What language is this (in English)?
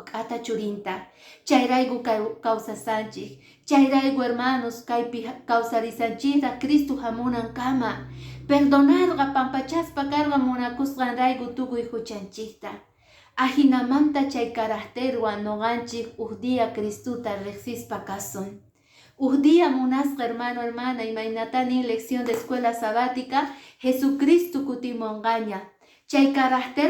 Quechua